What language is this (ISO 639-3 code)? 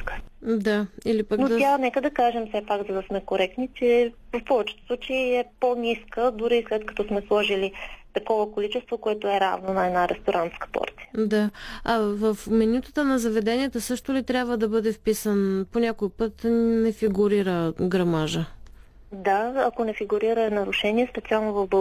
bul